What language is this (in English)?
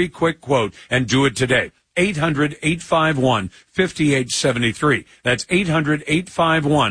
English